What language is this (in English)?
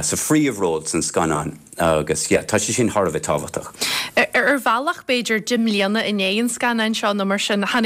Irish